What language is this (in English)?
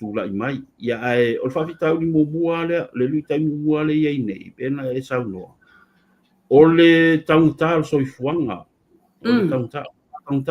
Samoan